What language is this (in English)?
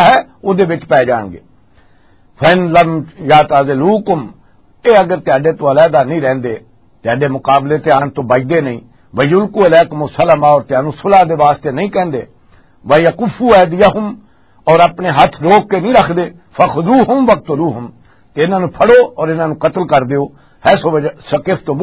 Western Panjabi